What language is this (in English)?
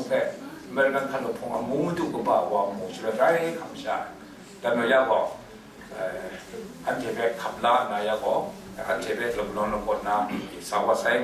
Kachin